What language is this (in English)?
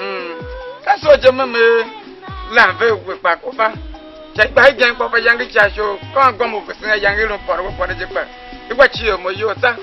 Tiv